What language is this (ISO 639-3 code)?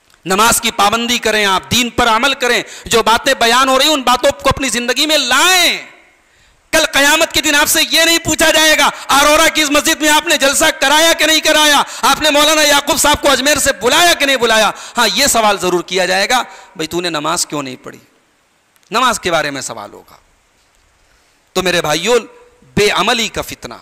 urd